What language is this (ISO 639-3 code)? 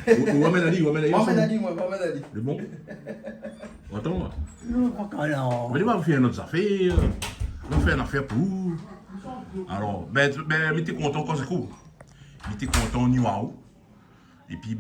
rcf